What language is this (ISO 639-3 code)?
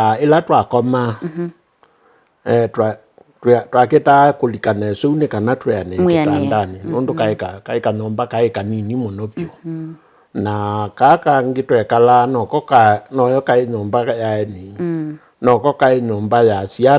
kam